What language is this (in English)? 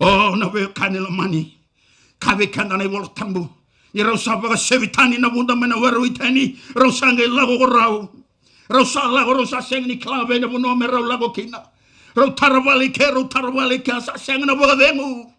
Fijian